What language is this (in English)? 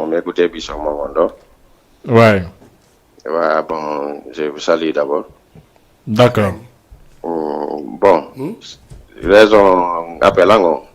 Fula